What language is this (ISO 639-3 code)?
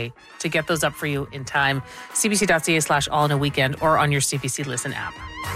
eng